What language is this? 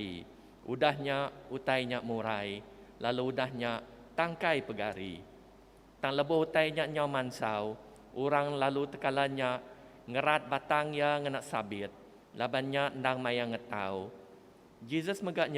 Iban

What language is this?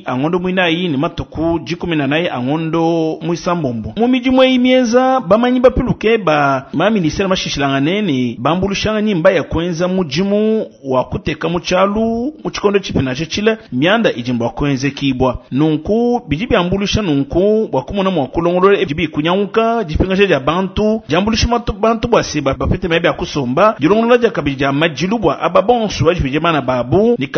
Luba-Lulua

